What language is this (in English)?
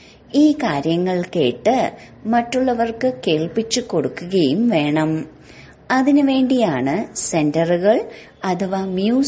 Malayalam